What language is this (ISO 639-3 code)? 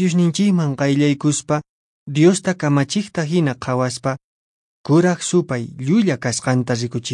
que